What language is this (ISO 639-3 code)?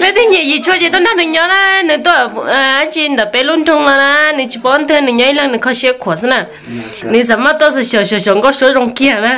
hmn